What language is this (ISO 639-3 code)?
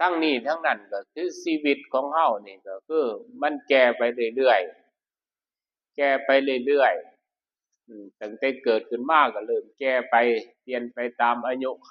tts